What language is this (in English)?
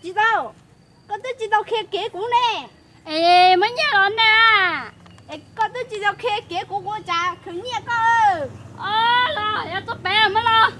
Hmong